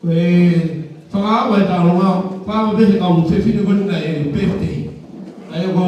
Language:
Tongan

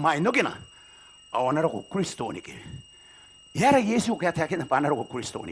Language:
Gilbertese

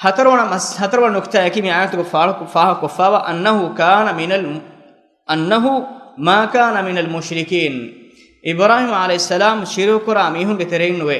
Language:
Divehi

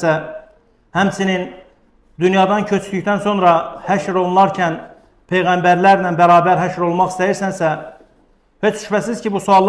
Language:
Azerbaijani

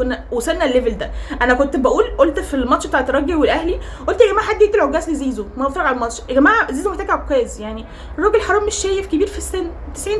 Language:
Egyptian Arabic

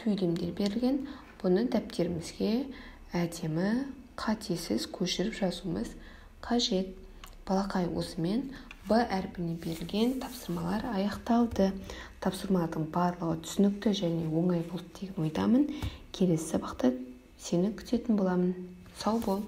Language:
Kazakh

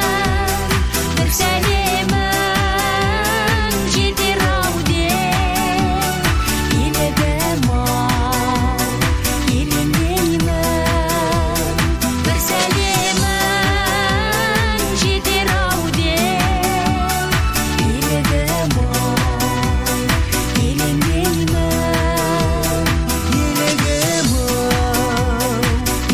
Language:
Kazakh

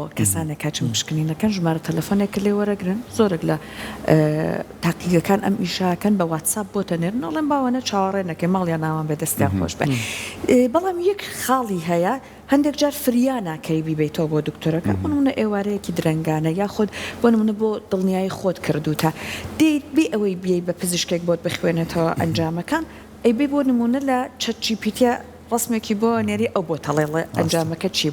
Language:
Central Kurdish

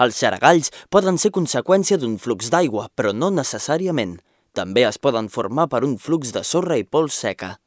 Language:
Catalan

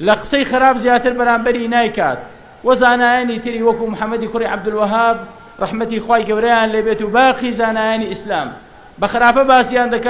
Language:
Central Kurdish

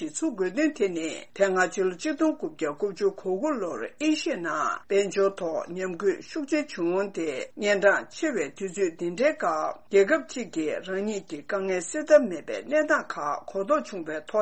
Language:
Tibetan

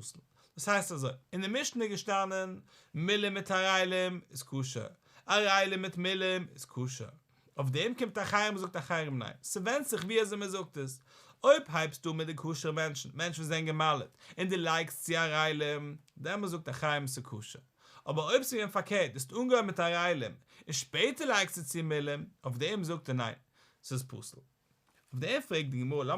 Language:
Yiddish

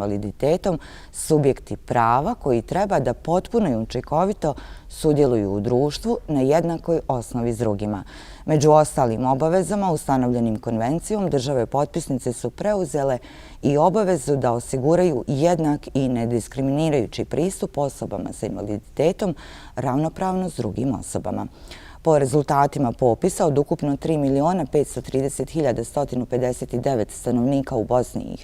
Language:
Bosnian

